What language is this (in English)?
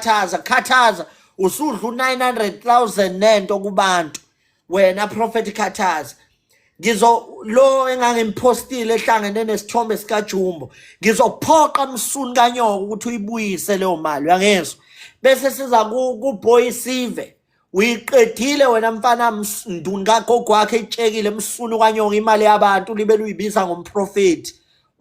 Zulu